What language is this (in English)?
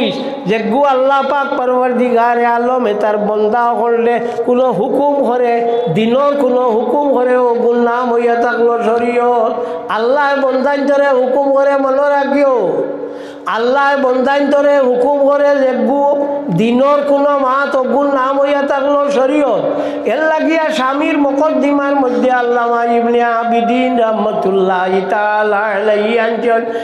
Sylheti